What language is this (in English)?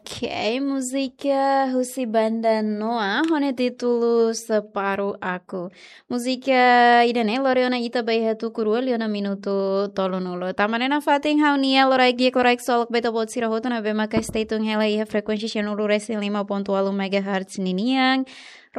Tetum